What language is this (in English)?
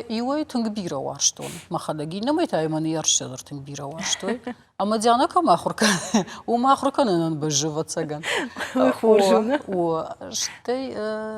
Ossetic